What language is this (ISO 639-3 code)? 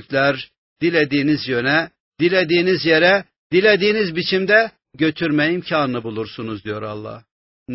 tur